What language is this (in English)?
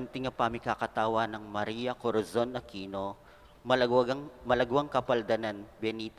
Pampanga